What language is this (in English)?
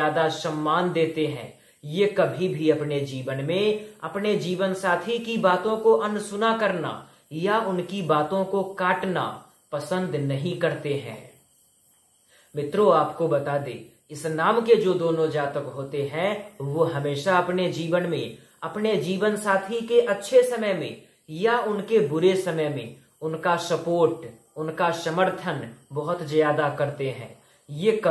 Hindi